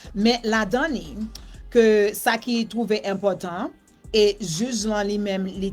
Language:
Haitian Creole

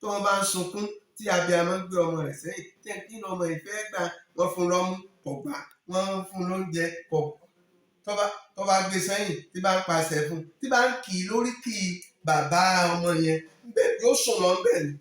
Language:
Yoruba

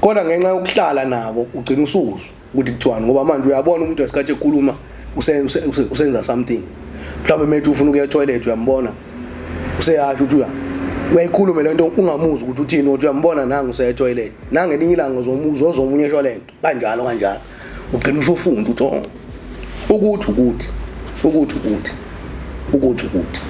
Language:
Zulu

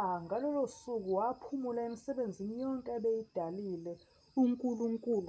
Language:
Zulu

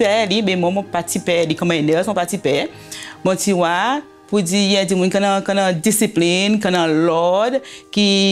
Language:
Seselwa Creole French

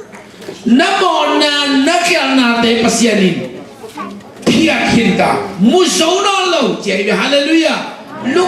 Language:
Tedim Chin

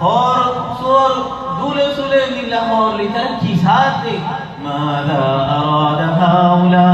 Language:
Rohingya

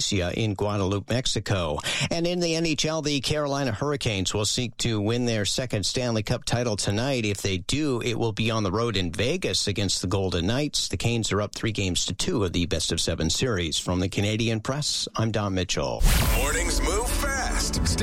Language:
English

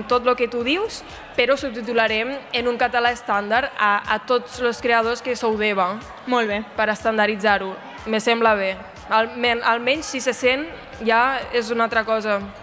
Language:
Catalan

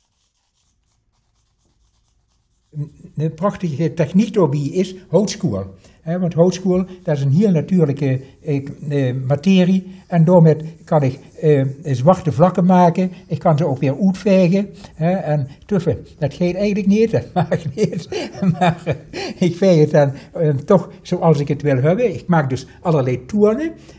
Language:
Dutch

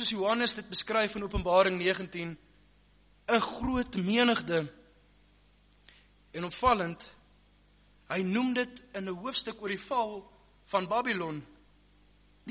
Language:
Afrikaans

